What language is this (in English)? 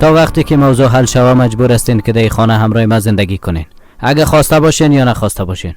Persian